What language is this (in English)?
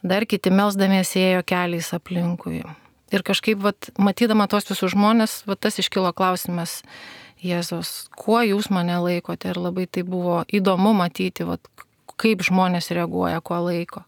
Lithuanian